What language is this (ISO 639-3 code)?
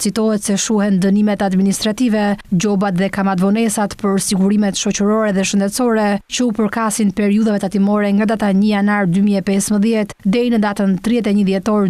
sqi